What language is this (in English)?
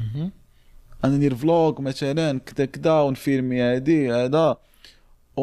Moroccan Arabic